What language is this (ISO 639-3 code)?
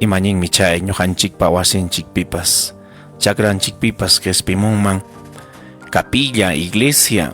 quy